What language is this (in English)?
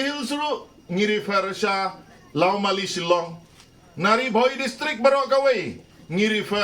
Khasi